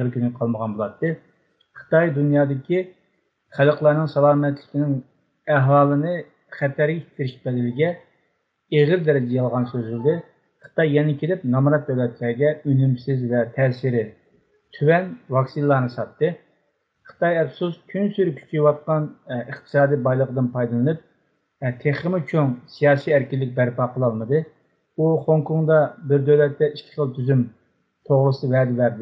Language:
Uyghur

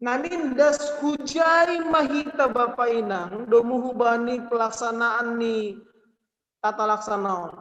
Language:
Batak Simalungun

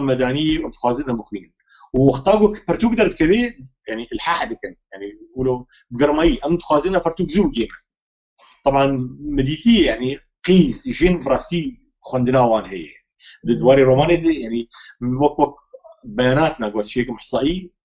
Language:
Kurdish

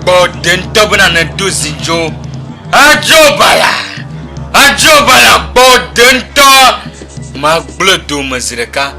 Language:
Ewe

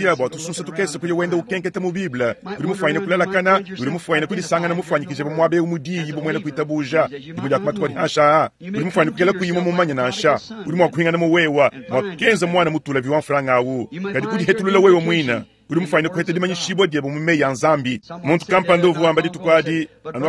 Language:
Luba-Lulua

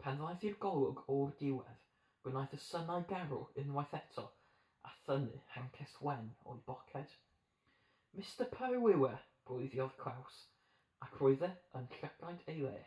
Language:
Welsh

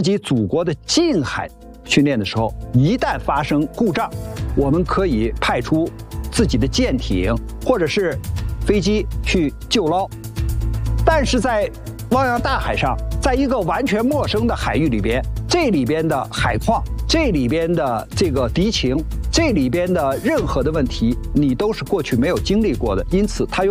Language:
Chinese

